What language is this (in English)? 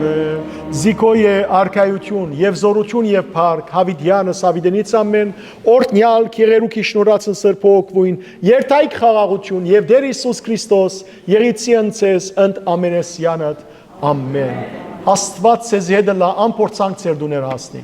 Western Armenian